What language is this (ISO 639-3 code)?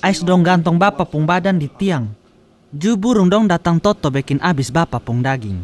mkn